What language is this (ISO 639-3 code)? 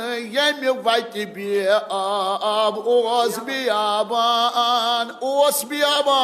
kas